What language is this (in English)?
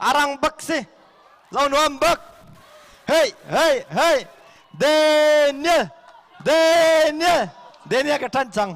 Hakha Chin